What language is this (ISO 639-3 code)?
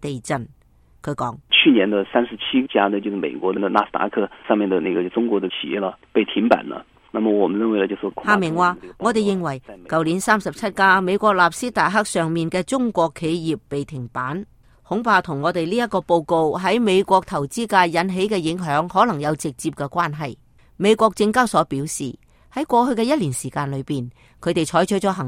yue